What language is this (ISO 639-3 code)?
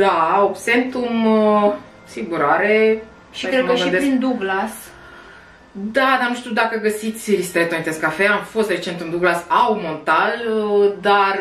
ron